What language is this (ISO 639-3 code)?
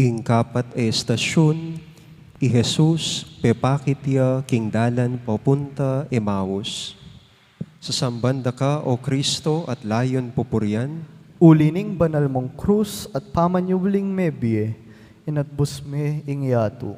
pam